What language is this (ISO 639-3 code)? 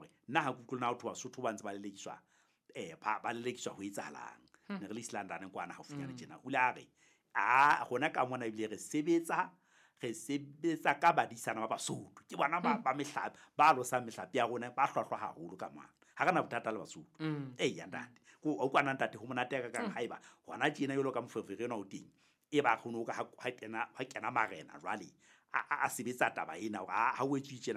sot